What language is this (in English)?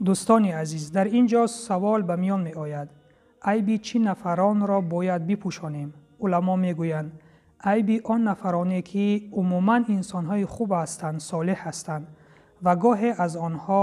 Tajik